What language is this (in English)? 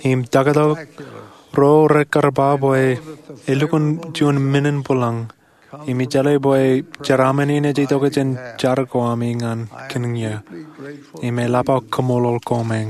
Marshallese